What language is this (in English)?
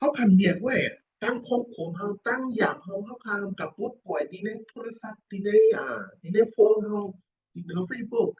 Shan